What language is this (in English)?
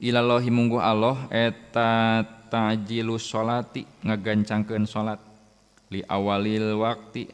Sundanese